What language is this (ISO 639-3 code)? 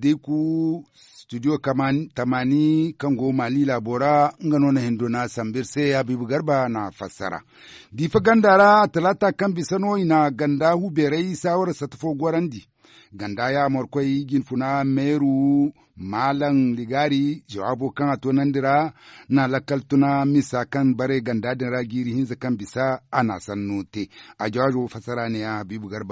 dje